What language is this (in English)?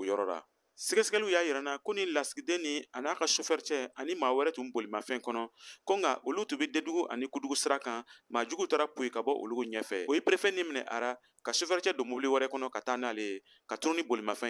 Bambara